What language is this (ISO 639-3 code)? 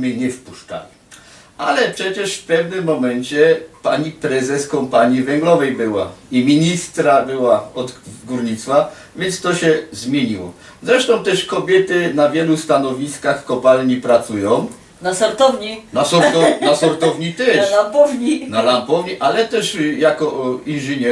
szl